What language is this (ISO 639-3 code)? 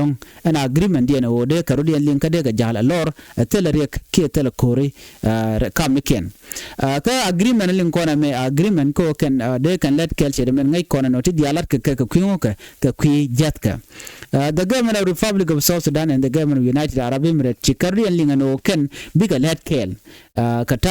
nus